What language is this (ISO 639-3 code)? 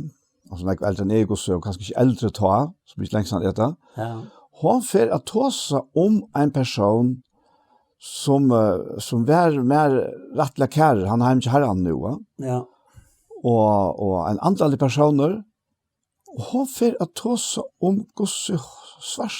fao